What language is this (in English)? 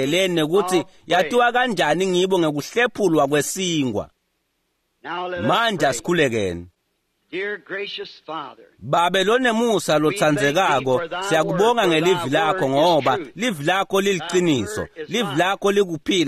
Swati